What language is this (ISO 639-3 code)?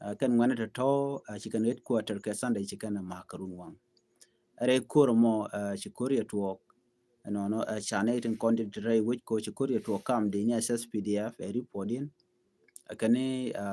nus